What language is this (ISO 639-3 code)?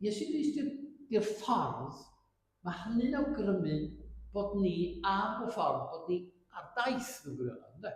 cym